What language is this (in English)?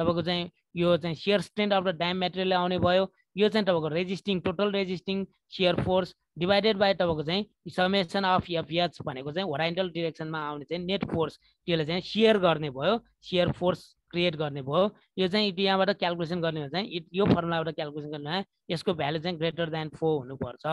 Nepali